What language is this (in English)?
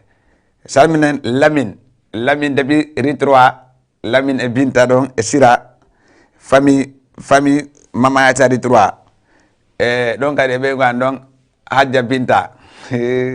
Fula